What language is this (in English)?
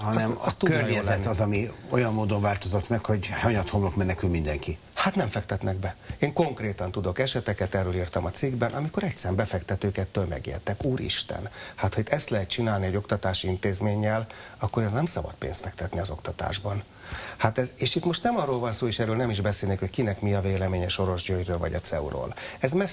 Hungarian